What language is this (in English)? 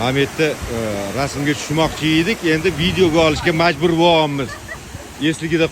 Uzbek